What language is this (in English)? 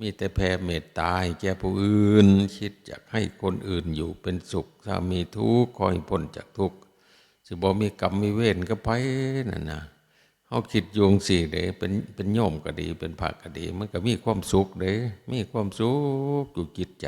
Northeastern Thai